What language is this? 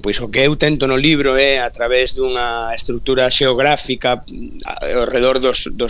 Galician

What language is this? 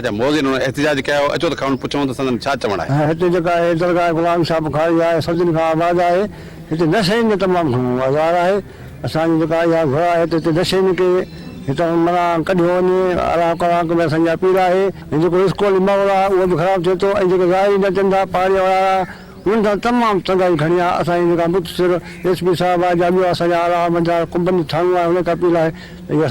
Sindhi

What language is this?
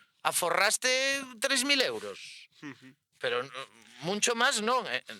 Asturian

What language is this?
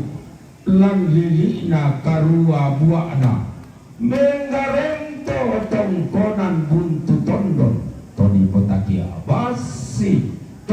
Toraja-Sa'dan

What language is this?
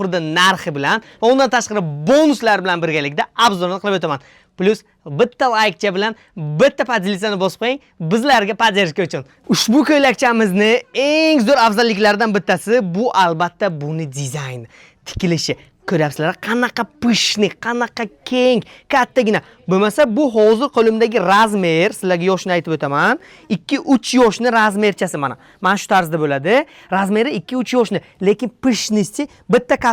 Uzbek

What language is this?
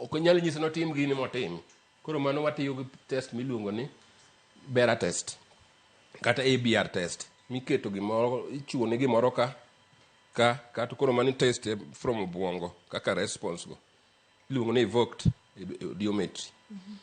Luo (Kenya and Tanzania)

